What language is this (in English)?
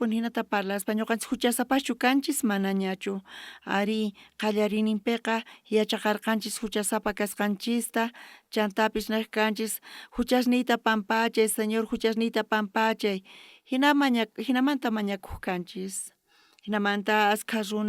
South Bolivian Quechua